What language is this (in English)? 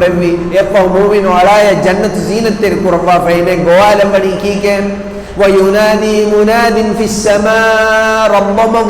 Divehi